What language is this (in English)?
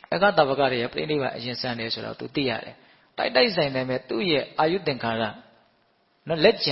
Burmese